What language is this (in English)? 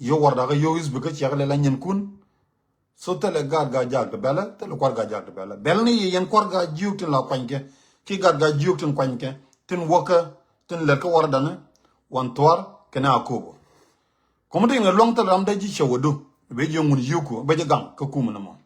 Nuer